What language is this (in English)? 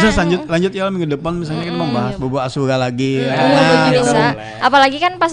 Banjar